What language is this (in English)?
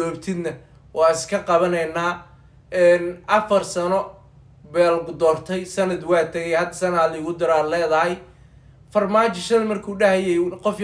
Somali